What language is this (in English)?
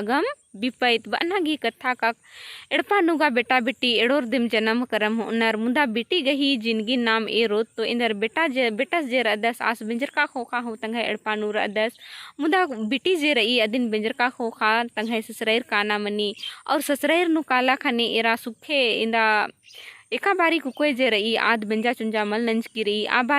Kurukh